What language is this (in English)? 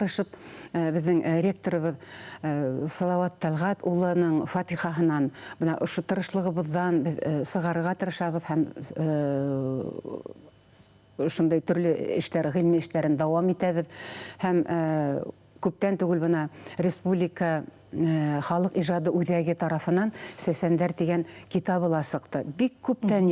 Bashkir